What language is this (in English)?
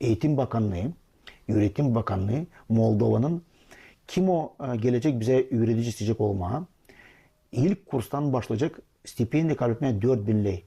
Gagauz